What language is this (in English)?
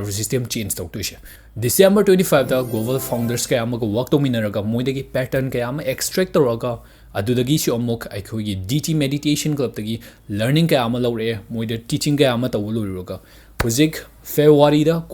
Manipuri